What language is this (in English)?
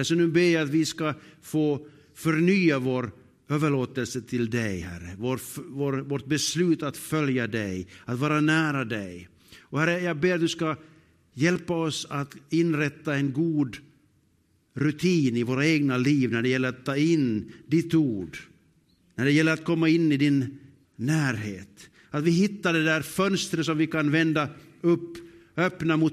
Swedish